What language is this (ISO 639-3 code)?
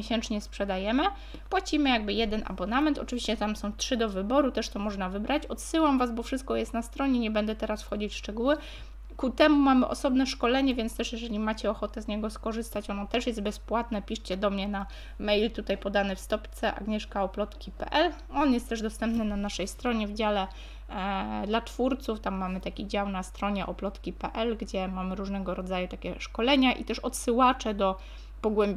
pol